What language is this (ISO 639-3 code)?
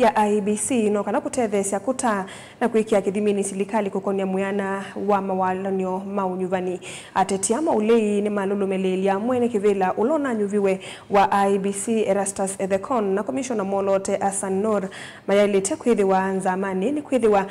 kam